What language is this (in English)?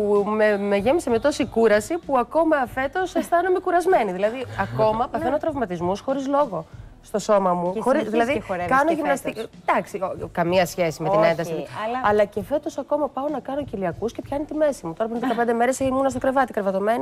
Greek